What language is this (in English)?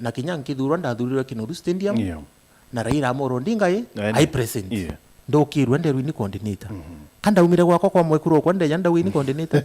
Meru